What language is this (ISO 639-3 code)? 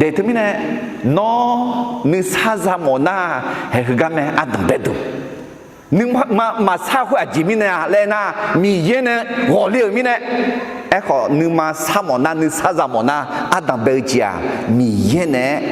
ahk